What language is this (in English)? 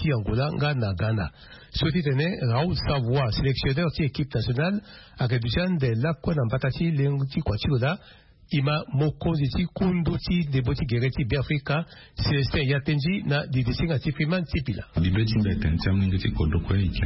Sango